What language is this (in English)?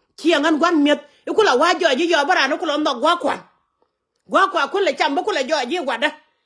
Nuer